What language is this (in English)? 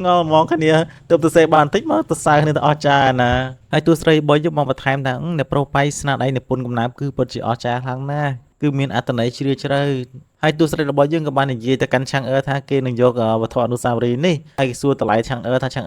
Khmer